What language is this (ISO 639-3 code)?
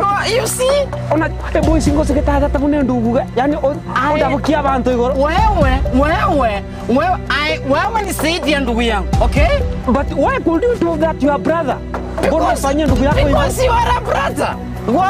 guz